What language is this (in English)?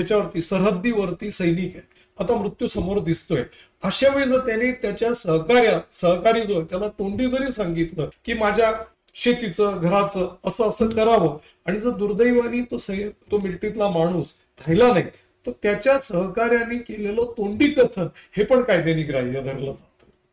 Marathi